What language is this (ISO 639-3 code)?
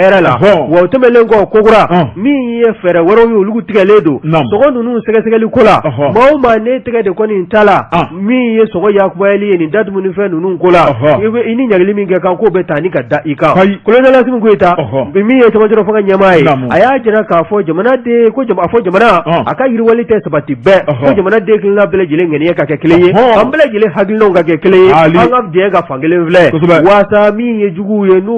bam